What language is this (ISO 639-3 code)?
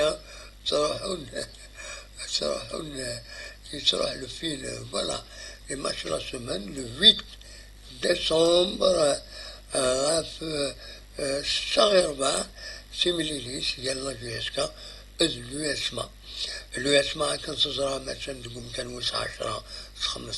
kab